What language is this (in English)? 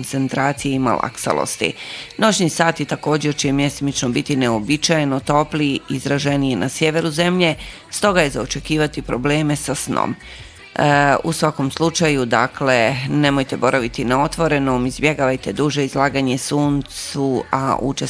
Bosnian